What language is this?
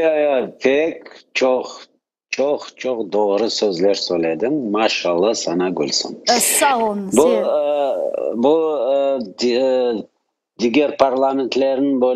Crimean Tatar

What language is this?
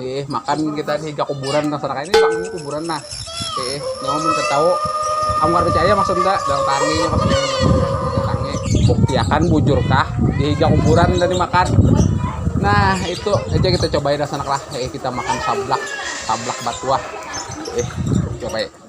Banjar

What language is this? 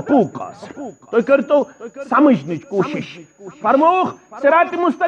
Kashmiri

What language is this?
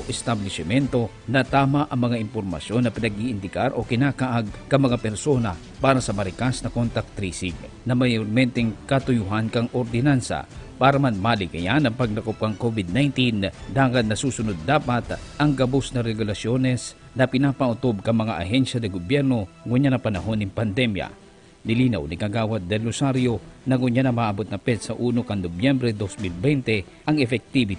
Bikol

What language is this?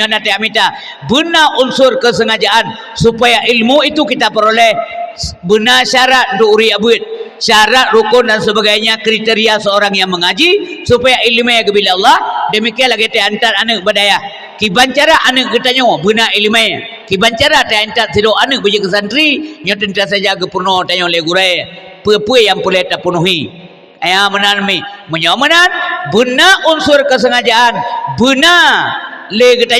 Achinese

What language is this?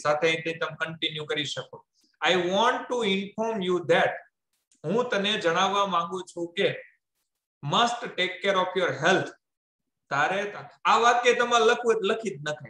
Gujarati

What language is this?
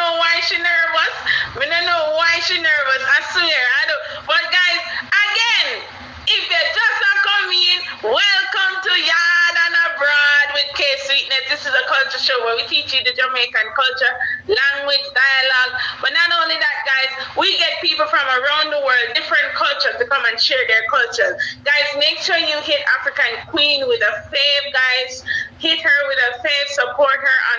Jamaican Creole English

